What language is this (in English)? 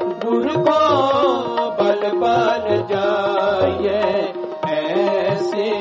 Punjabi